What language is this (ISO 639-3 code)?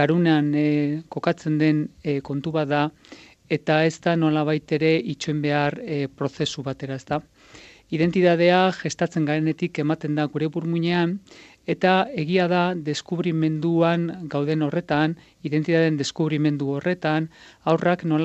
eus